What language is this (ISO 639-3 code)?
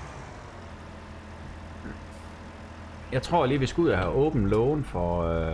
dan